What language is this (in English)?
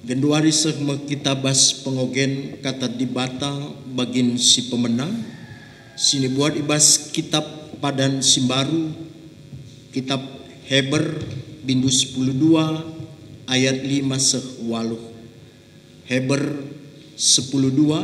Batak Karo